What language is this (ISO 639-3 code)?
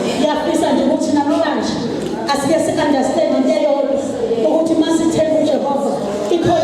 zul